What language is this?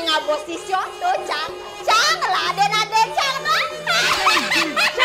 Balinese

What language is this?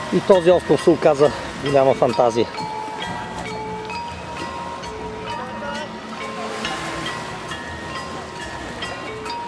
Bulgarian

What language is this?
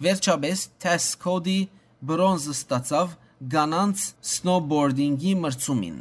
Western Armenian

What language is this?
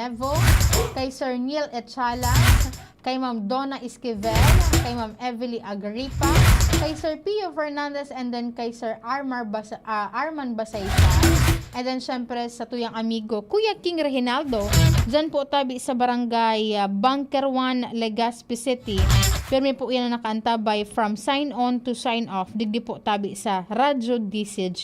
Bikol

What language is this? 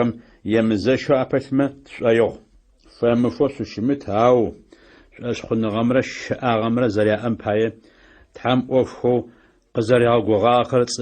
Adyghe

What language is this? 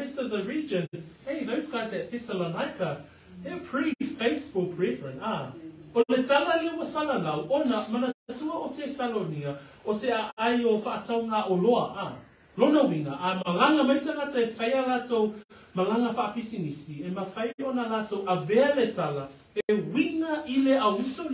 Samoan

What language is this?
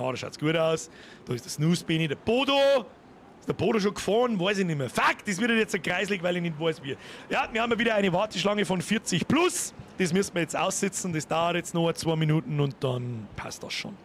Bavarian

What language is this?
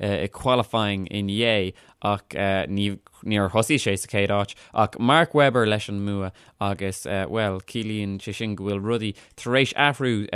Irish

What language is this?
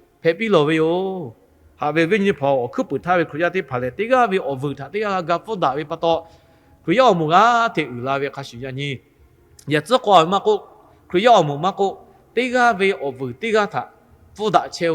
Lahu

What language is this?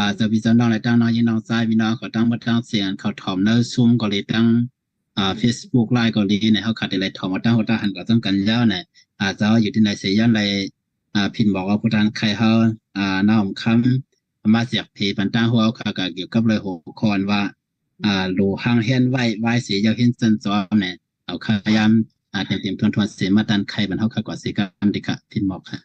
Shan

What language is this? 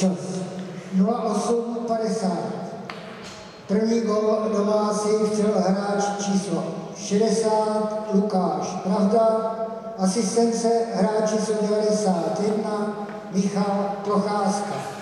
Czech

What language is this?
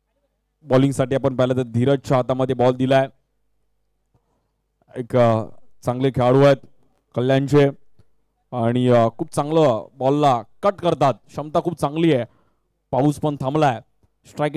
Marathi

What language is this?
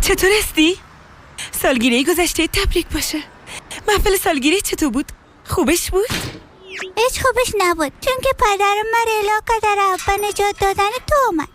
Persian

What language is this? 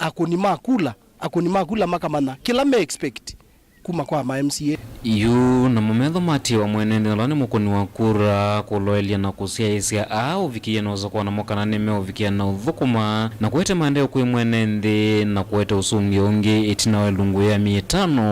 Kamba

